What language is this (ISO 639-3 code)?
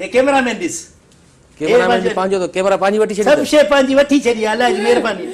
snd